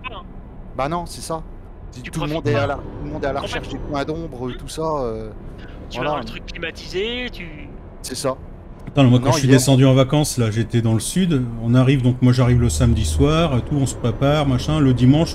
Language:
French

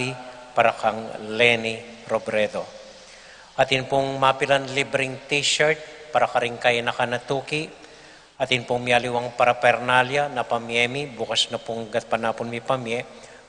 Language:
Pampanga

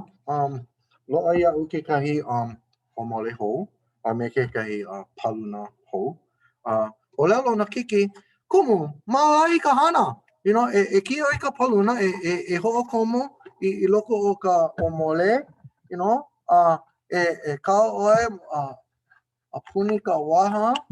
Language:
Hawaiian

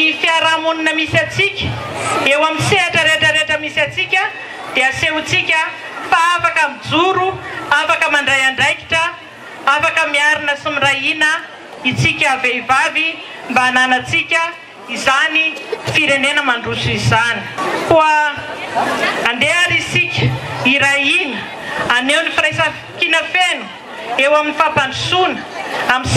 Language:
Malagasy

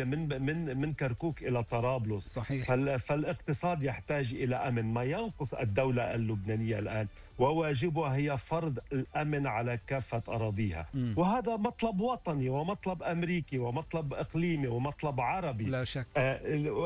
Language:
Arabic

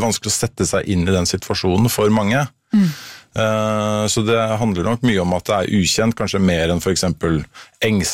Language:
Norwegian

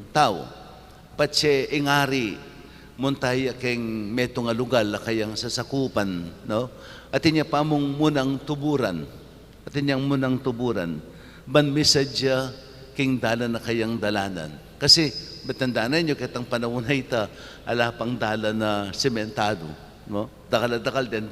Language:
Pampanga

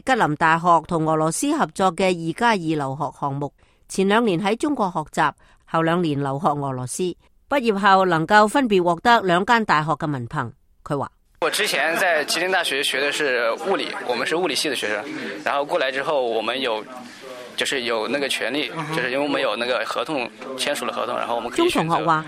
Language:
Cantonese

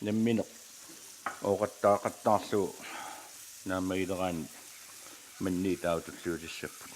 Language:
Kalaallisut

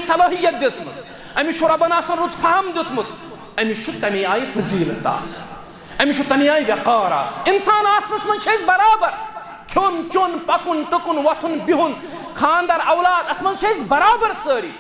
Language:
Kashmiri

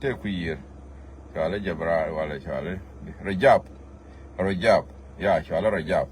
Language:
Nuer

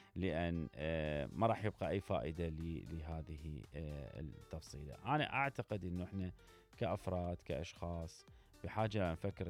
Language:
Mesopotamian Arabic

